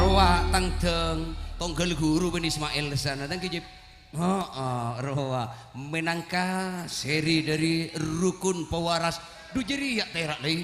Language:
Madurese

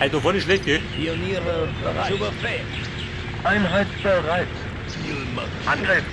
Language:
Bavarian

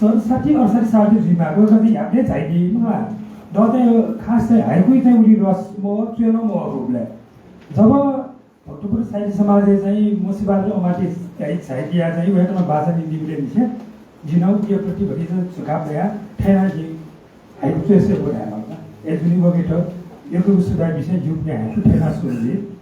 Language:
Newari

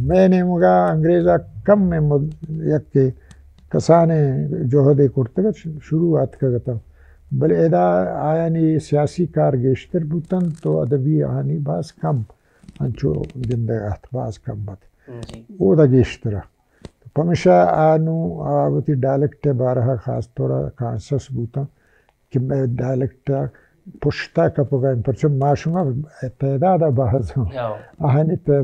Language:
Baluchi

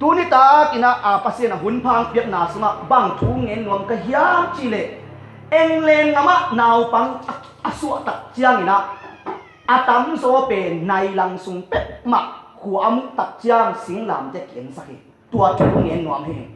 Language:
Tedim Chin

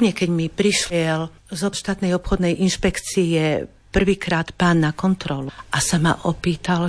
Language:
Slovak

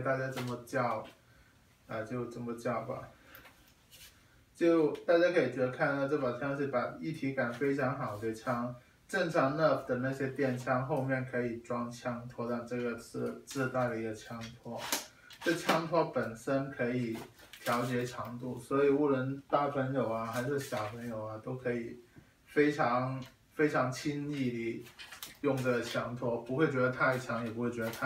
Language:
Chinese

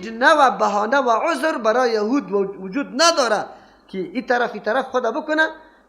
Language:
Persian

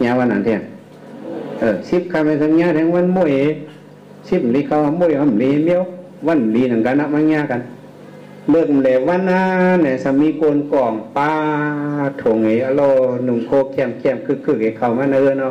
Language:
Shan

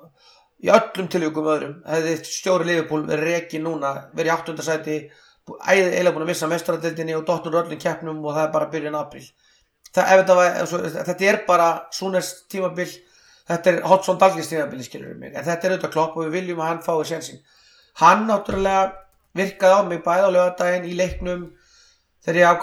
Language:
Icelandic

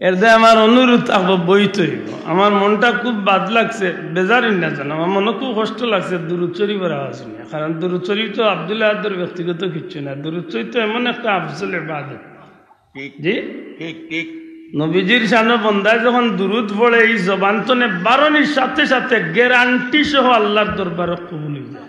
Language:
Sylheti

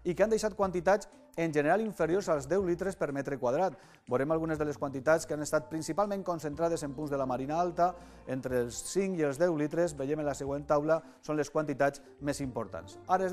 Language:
Catalan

